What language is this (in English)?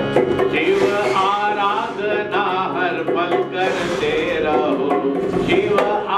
Hindi